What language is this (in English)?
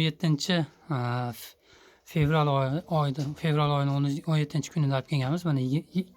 Uzbek